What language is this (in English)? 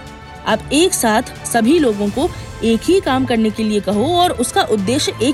Hindi